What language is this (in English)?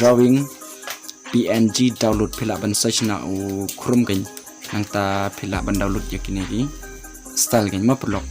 Khasi